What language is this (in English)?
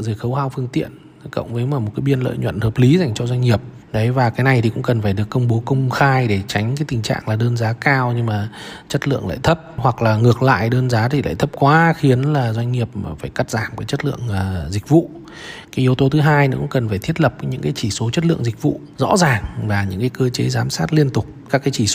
Vietnamese